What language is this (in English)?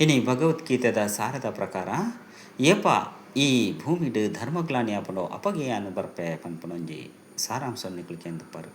Tulu